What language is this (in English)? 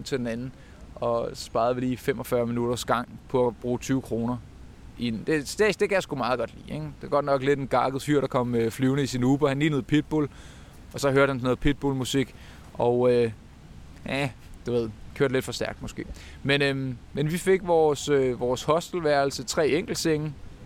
Danish